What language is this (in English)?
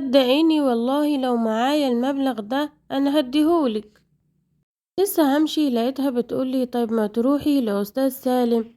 Egyptian Arabic